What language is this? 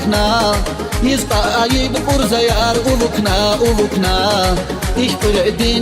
Tabassaran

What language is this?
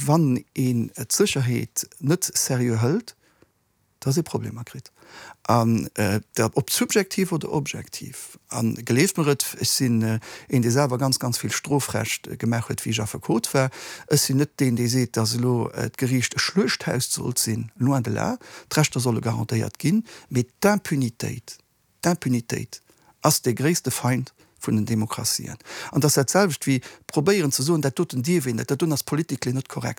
Luxembourgish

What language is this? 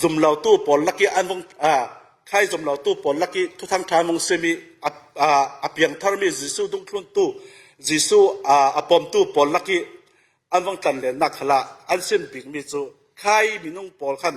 Falam Chin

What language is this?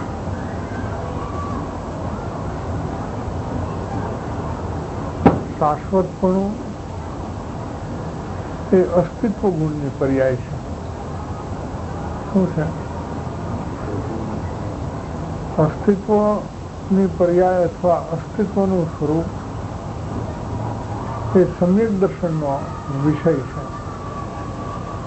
Gujarati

